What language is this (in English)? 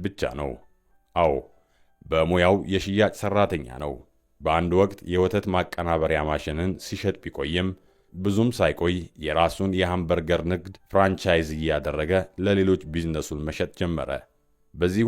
Amharic